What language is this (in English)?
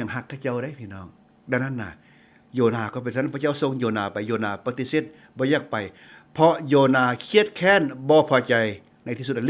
Lao